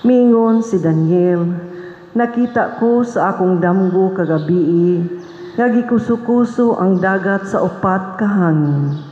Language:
Cebuano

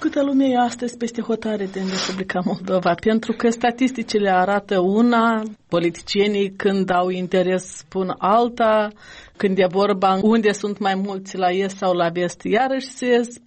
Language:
Romanian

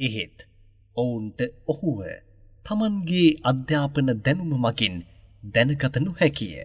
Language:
Sinhala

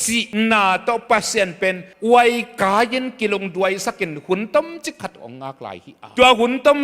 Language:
Tedim Chin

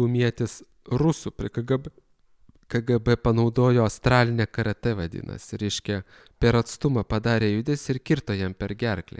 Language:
Lithuanian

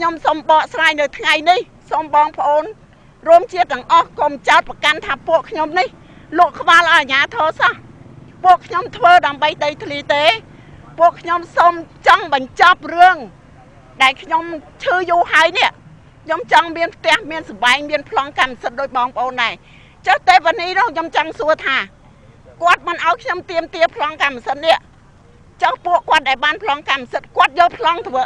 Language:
Khmer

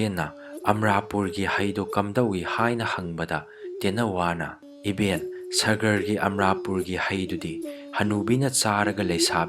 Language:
Manipuri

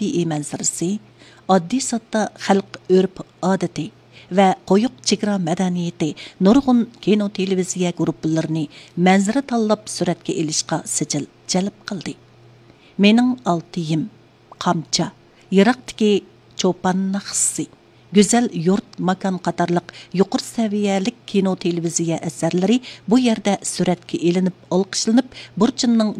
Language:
Uyghur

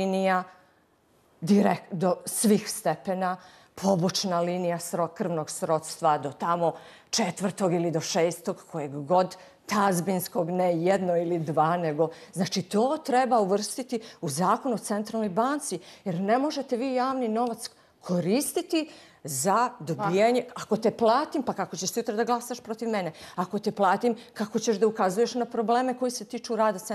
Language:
Bosnian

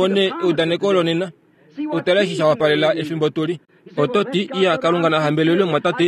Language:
Kuanyama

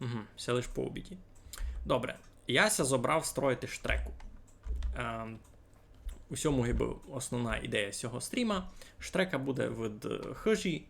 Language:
Rusyn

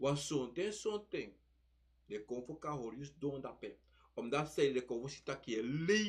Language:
Sranan Tongo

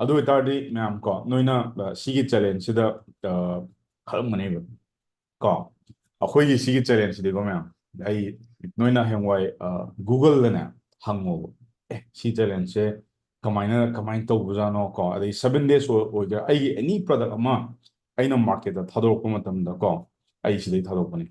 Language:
Manipuri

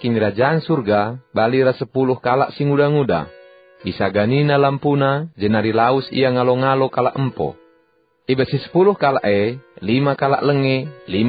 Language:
Batak Karo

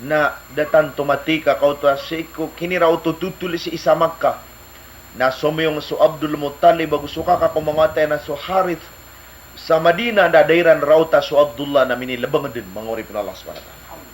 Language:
Maranao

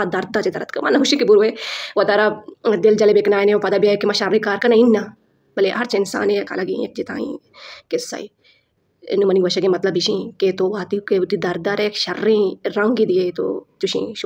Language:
Baluchi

